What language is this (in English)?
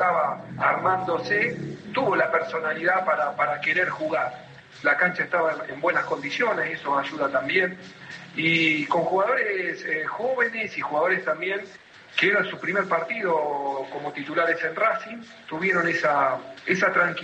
Spanish